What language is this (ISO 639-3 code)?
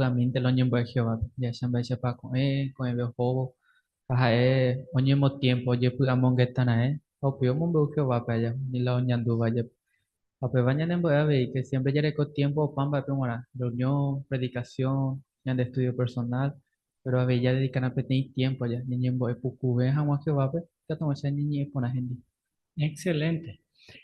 grn